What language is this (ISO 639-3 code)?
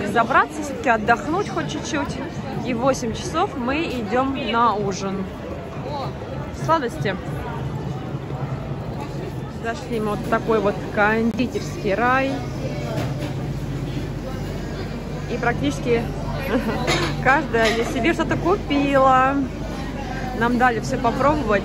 rus